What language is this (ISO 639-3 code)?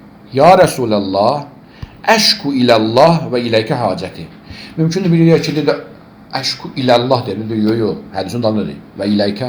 aze